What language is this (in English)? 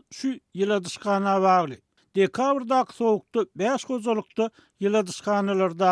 Turkmen